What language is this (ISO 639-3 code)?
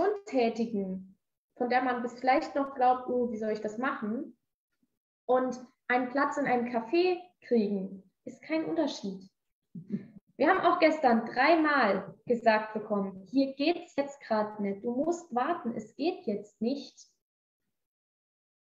deu